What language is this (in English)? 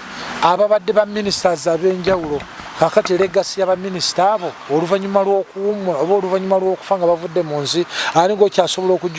Ganda